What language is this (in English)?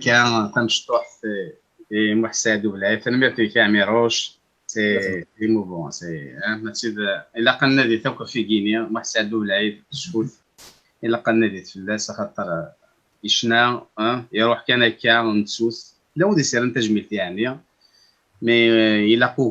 Kabyle